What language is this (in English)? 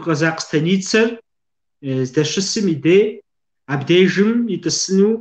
Kabardian